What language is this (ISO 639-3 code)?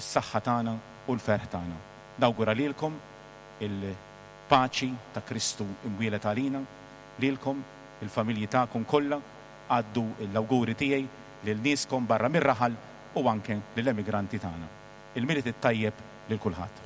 mlt